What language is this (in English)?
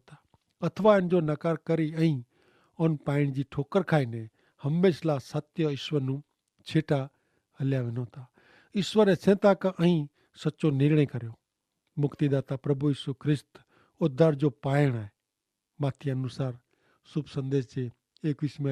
Kachhi